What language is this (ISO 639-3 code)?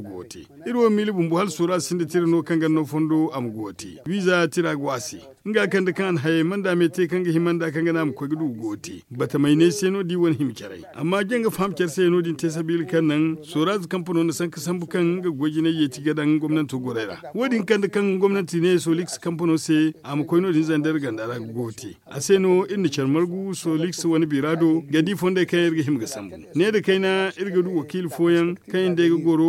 dje